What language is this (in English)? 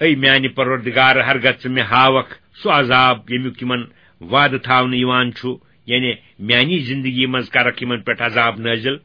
Kashmiri